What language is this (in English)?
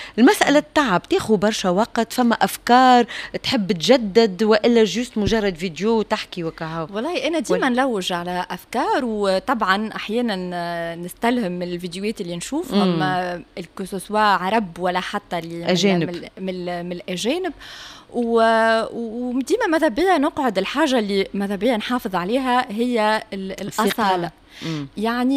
Tunisian Arabic